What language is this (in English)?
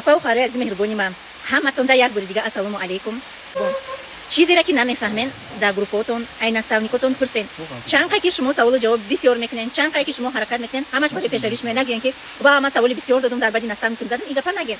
Tajik